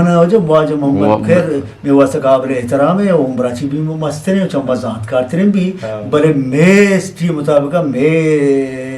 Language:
Eastern Balochi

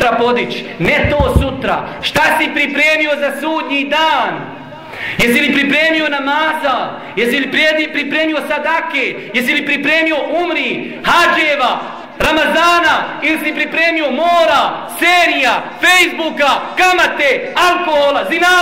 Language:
Bosnian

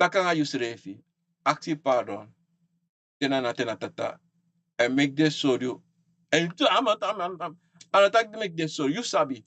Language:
Sranan Tongo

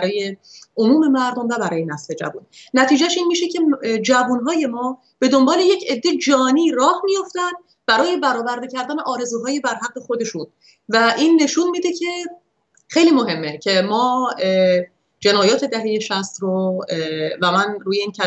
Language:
Persian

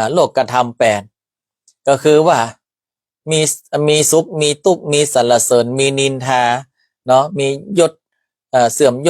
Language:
Northern Thai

